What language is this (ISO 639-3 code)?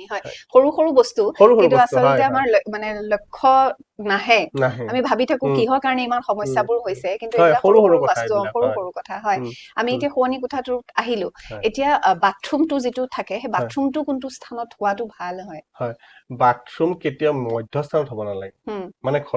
asm